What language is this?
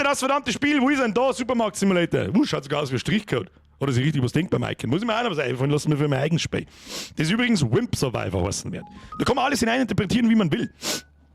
Bavarian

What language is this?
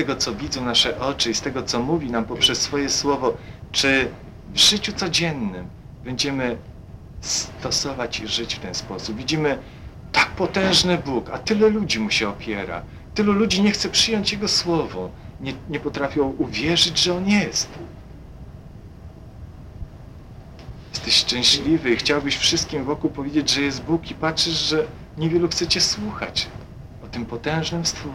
Polish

